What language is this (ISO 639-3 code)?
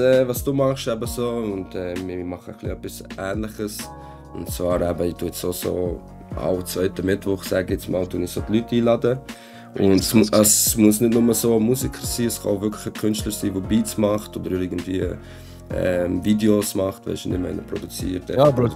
gsw